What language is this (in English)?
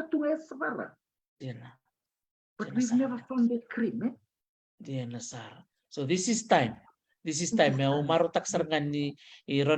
Fijian